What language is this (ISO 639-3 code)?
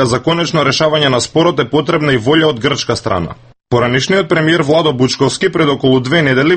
mkd